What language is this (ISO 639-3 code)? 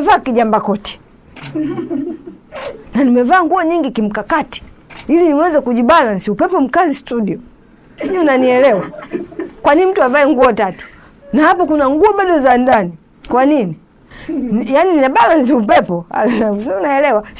swa